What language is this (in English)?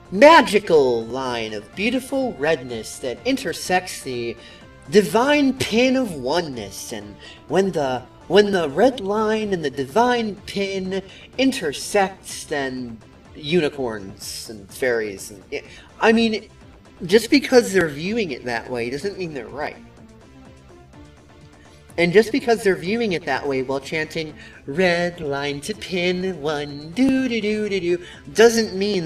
English